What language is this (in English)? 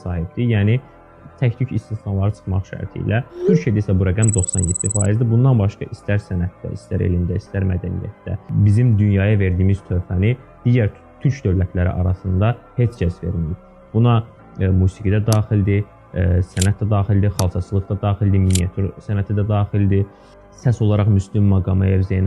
Azerbaijani